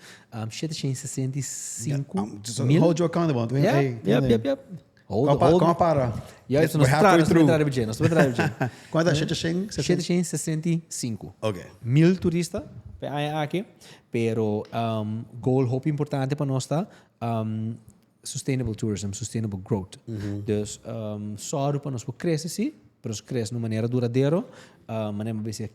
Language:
Papiamento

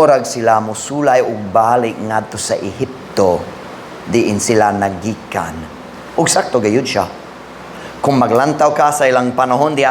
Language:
Cebuano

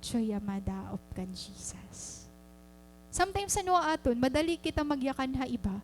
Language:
Waray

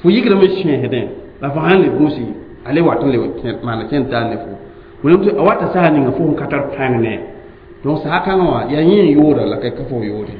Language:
Mossi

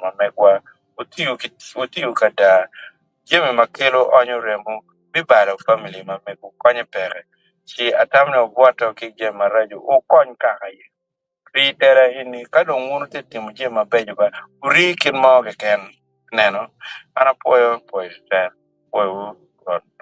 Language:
Acoli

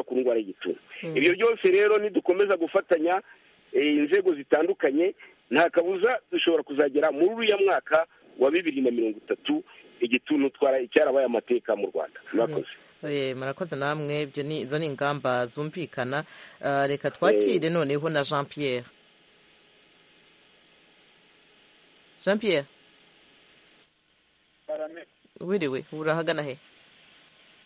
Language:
Kinyarwanda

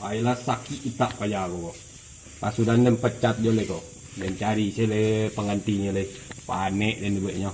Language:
Minangkabau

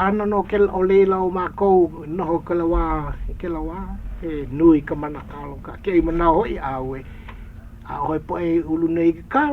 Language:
Hawaiian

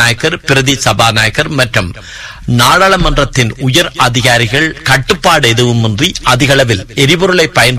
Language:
Tamil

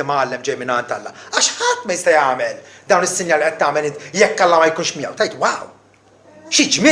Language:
Maltese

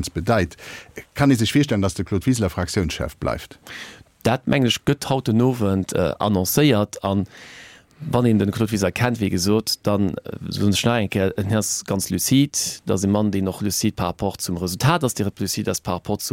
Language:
Luxembourgish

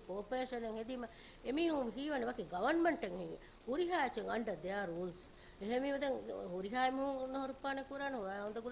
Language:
Divehi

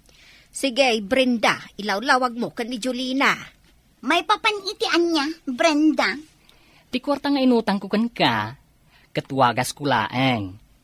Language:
Iloko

